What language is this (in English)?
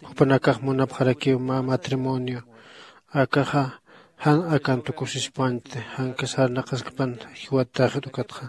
Aymara